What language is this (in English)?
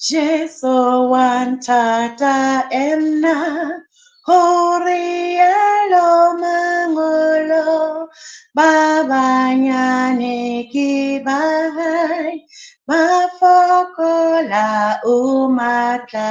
Southern Sotho